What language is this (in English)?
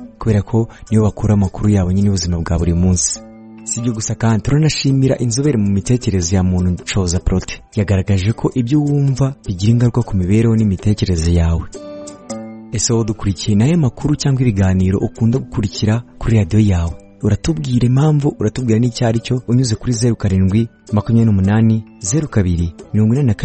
Kinyarwanda